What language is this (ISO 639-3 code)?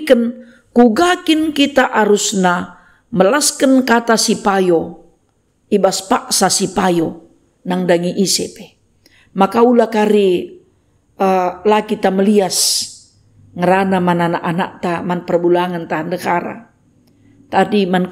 btx